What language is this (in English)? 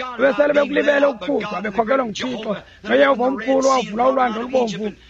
Xhosa